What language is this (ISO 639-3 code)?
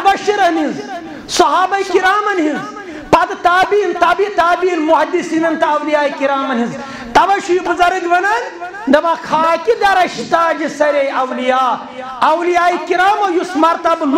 kas